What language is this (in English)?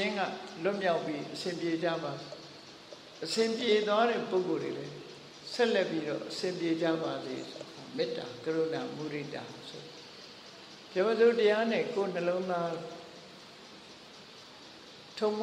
Burmese